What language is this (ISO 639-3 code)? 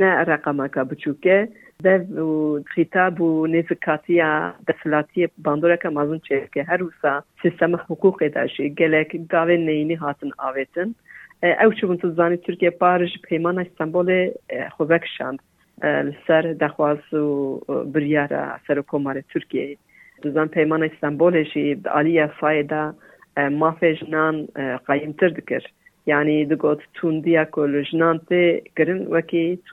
kur